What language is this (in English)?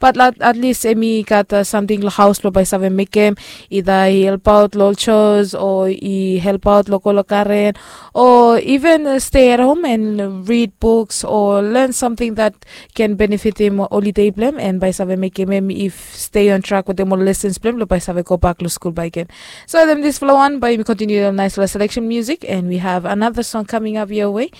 Bislama